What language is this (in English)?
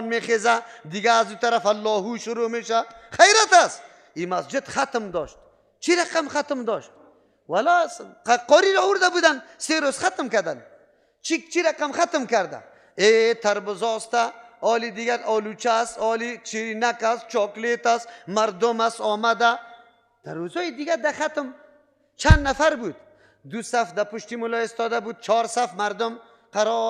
Persian